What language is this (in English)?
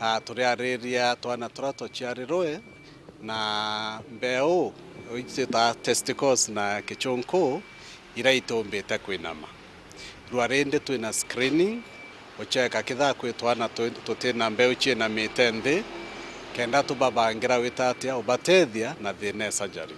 Meru